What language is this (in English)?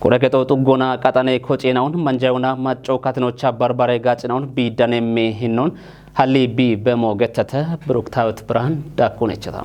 Kafa